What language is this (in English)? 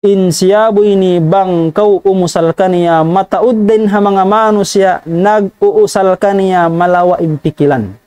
Tausug